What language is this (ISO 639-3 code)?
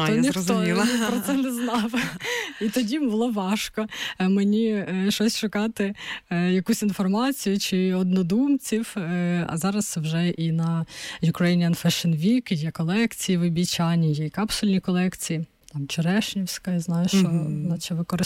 ukr